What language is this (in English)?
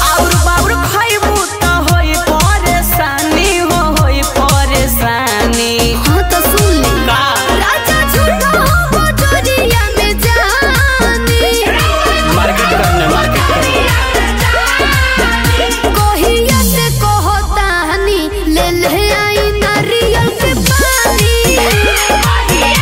Bhojpuri